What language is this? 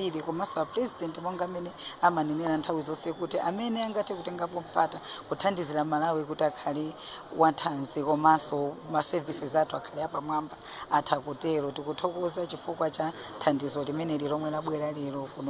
Nyanja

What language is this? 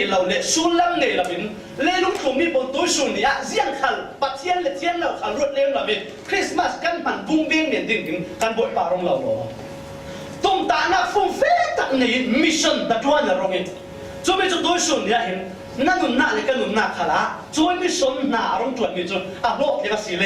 Falam Chin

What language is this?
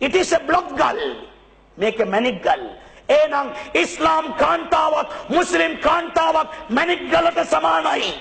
Sinhala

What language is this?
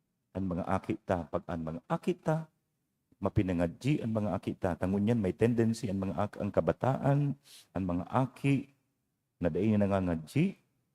Bikol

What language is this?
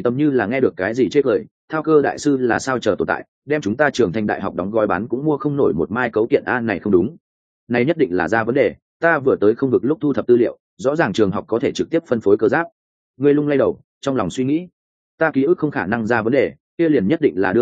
Vietnamese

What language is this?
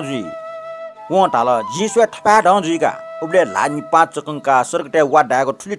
Newari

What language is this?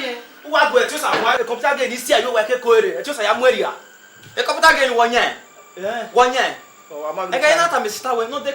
Bini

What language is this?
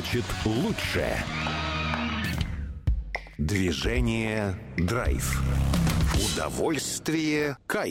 Russian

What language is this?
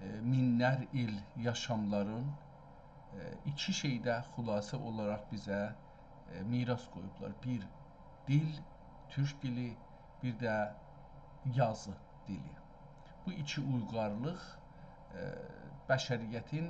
South Azerbaijani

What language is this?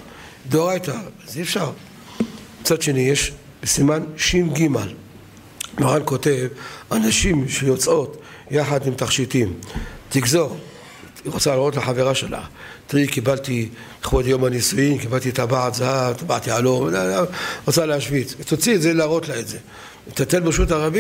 Hebrew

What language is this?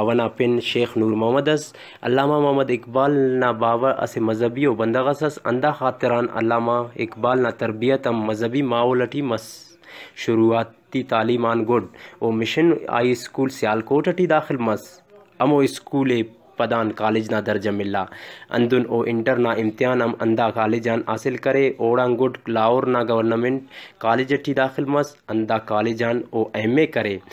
Brahui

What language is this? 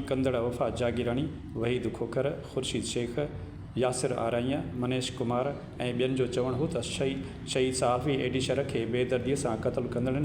Sindhi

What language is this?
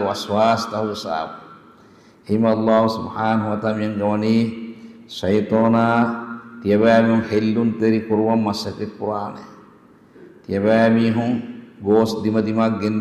Divehi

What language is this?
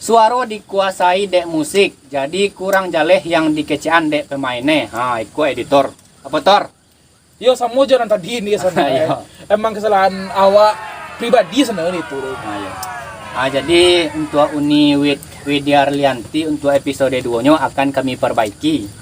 Minangkabau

